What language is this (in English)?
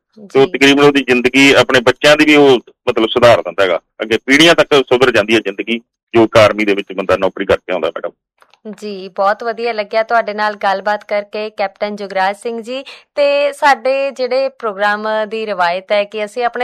Punjabi